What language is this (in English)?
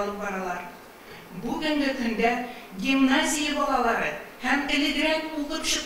Tatar